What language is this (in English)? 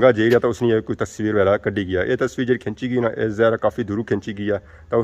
Pahari-Potwari